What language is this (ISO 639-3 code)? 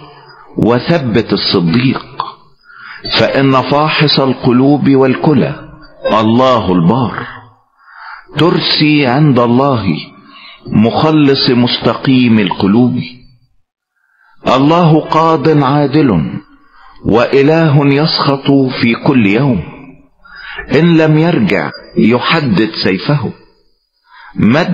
arz